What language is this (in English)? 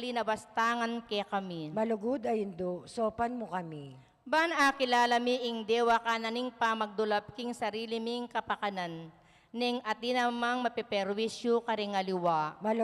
Pampanga